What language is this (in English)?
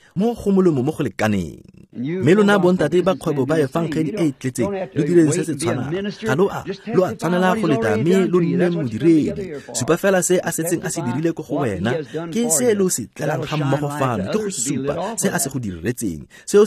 Tswana